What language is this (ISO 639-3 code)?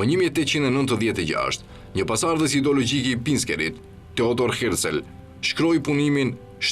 sqi